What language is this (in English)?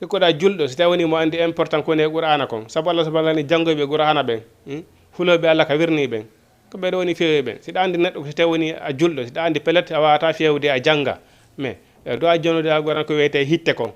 Fula